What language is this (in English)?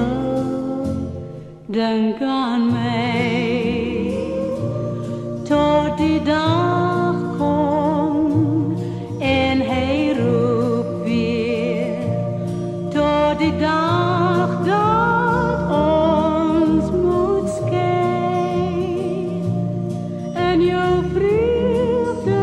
Afrikaans